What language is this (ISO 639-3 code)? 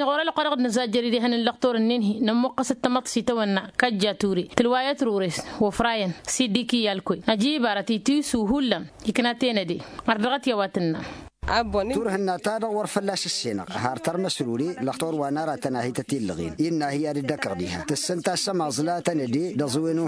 taq